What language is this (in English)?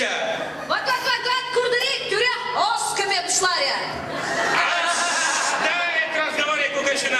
Chuvash